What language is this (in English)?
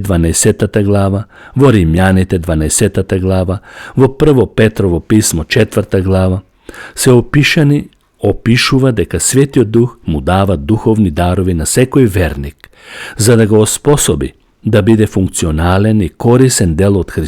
Macedonian